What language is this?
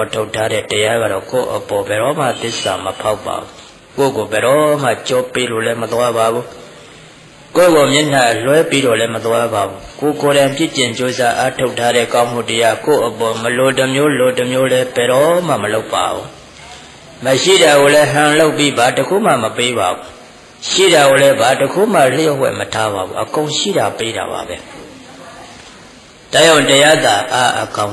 Burmese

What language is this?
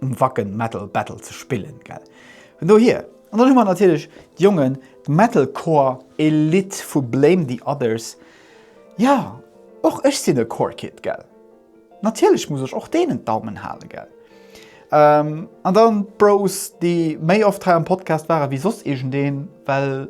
Luxembourgish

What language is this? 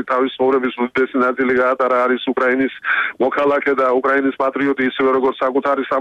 Georgian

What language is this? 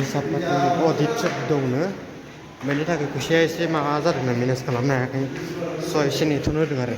Bodo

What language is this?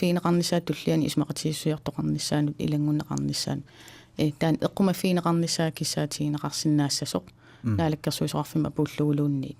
Kalaallisut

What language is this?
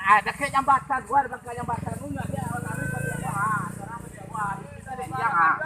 Minangkabau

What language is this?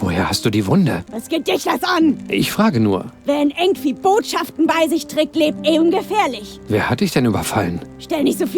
Bavarian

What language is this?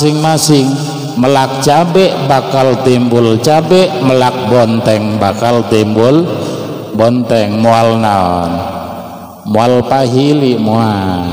Sundanese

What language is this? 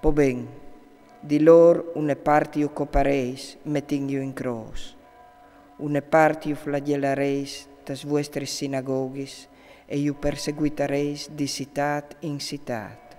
Friulian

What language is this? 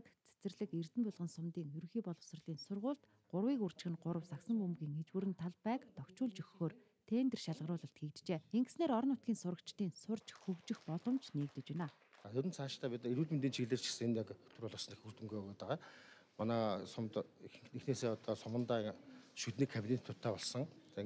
Mongolian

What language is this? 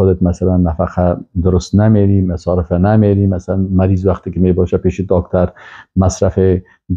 Persian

